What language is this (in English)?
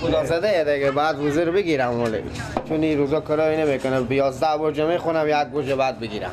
Persian